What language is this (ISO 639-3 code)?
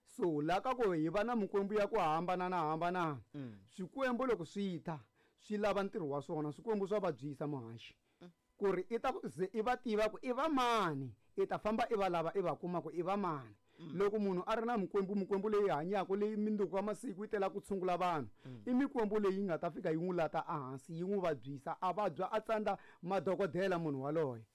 tso